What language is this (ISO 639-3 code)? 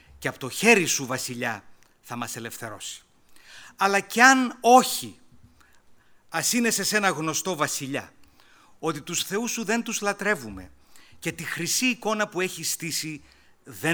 ell